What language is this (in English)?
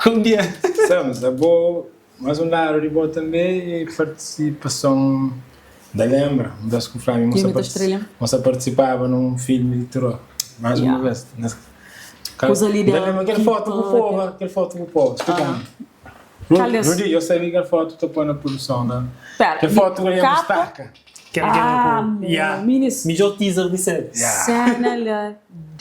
Kabuverdianu